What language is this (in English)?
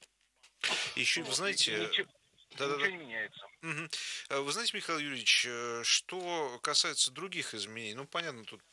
Russian